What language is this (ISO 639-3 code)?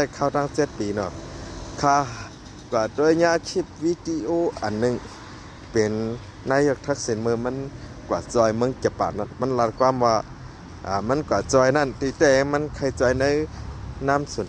shn